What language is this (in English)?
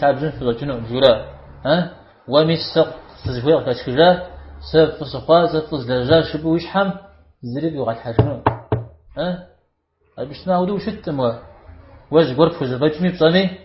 Kabardian